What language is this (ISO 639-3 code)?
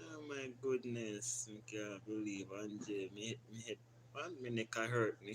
jam